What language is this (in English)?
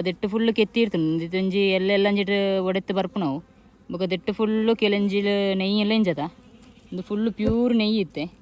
Tulu